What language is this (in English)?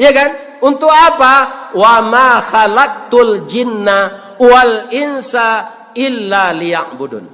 Minangkabau